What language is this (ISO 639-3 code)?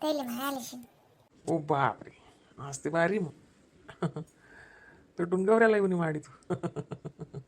khn